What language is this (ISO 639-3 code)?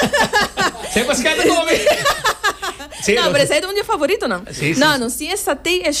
por